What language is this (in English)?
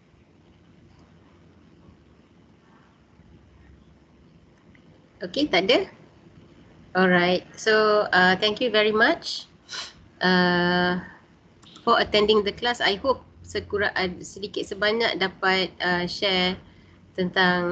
Malay